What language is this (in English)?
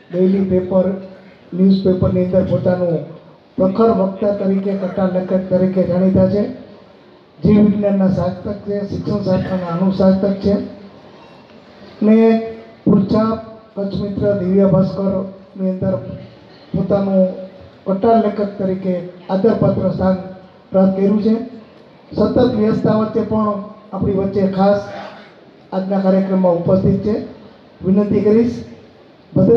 Gujarati